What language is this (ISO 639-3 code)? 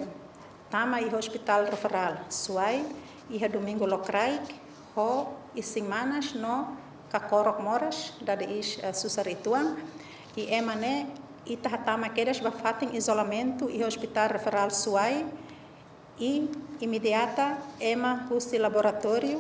tet